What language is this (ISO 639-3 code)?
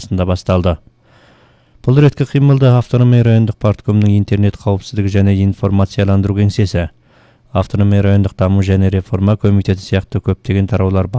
kaz